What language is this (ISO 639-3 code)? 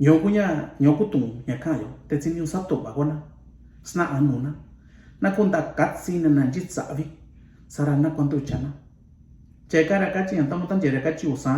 mix